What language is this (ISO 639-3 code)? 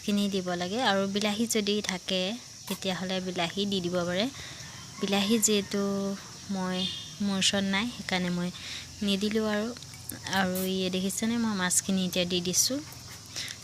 asm